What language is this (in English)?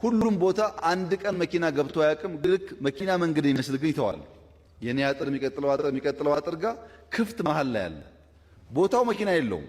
Amharic